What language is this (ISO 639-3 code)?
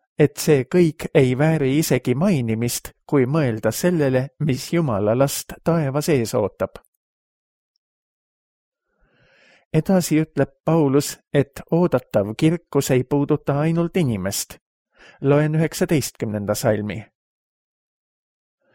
est